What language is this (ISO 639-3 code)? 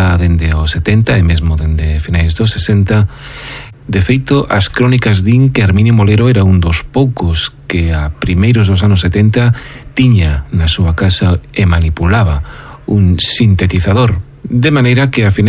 glg